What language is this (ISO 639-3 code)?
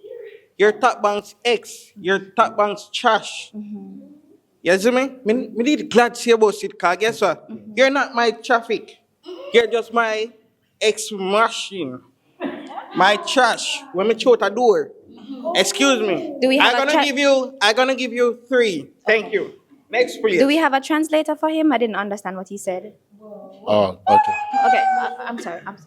jam